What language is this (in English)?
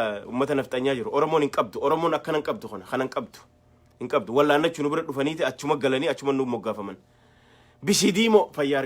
Oromo